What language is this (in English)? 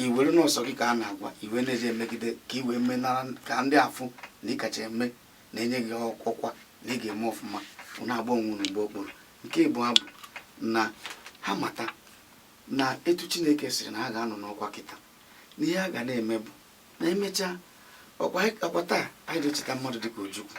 Igbo